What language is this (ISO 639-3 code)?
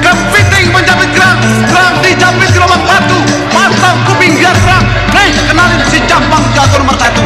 bew